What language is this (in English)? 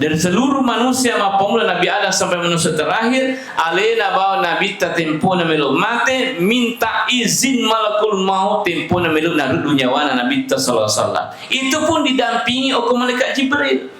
Buginese